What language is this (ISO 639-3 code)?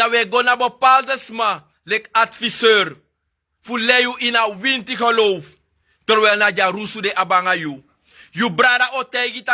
srn